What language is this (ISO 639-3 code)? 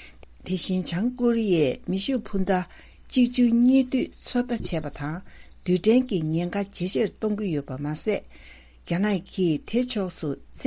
bod